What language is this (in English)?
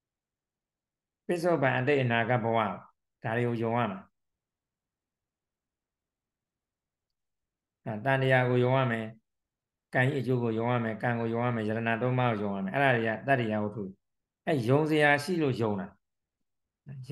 Burmese